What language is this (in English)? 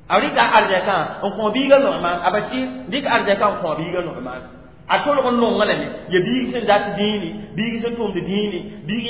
Mossi